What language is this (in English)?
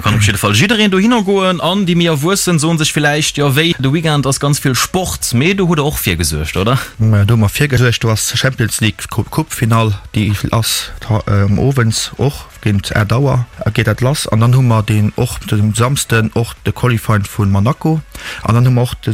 Luxembourgish